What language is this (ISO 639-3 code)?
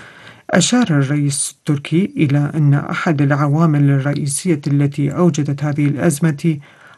ara